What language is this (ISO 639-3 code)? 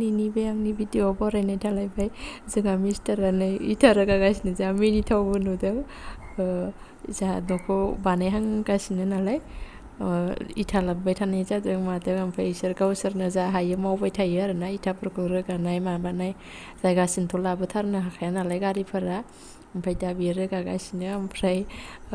brx